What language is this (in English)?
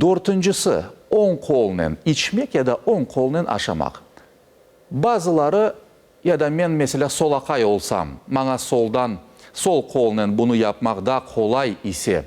Crimean Tatar